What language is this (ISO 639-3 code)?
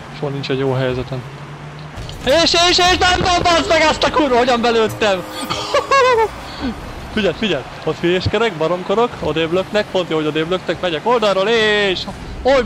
hun